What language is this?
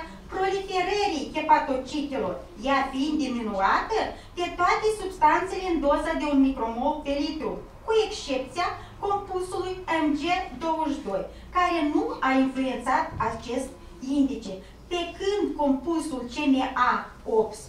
Romanian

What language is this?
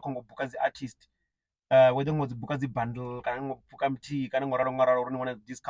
Venda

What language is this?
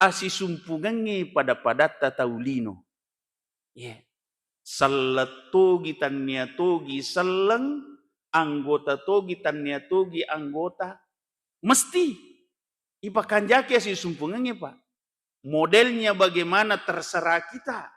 Buginese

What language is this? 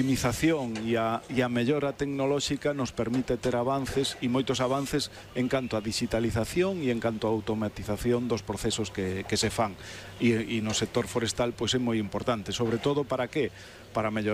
Galician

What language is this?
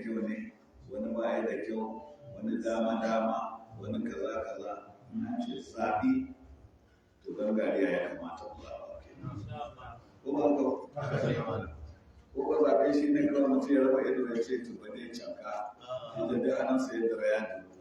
Hausa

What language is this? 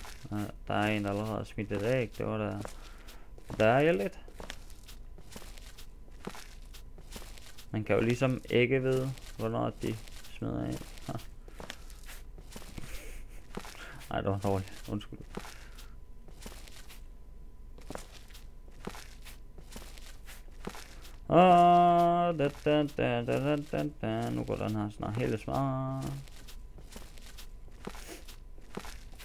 Danish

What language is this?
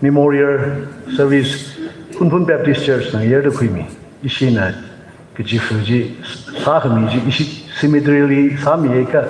Tangkhul Naga (India)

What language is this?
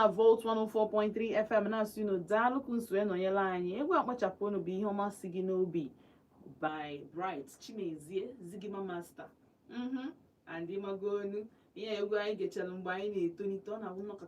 Igbo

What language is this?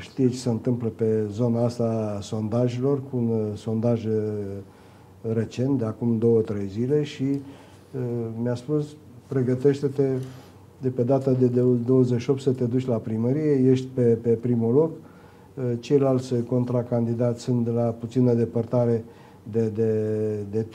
Romanian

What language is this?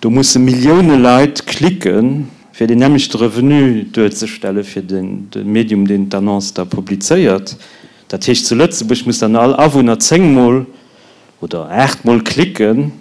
Luxembourgish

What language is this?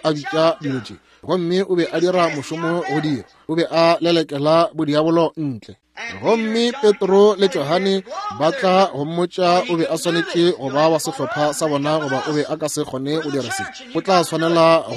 Northern Sotho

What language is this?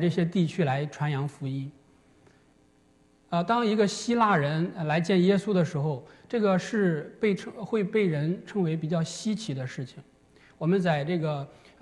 Chinese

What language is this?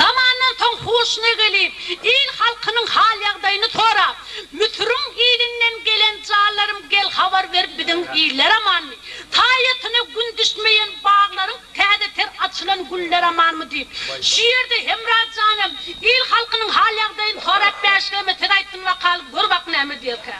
Turkmen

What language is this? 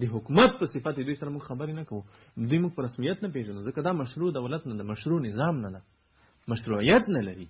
Pashto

